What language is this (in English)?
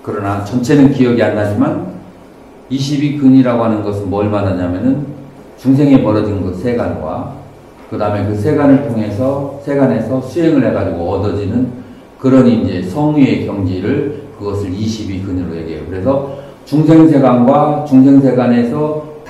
Korean